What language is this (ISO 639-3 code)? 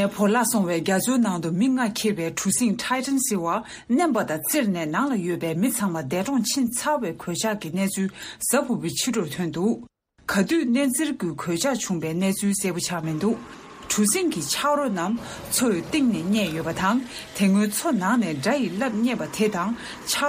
bod